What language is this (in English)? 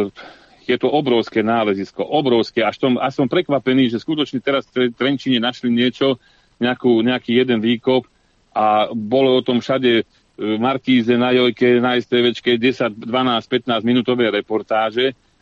Slovak